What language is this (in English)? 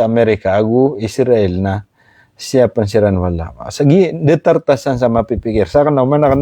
Maranao